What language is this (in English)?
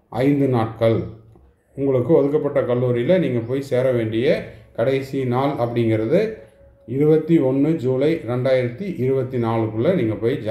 Tamil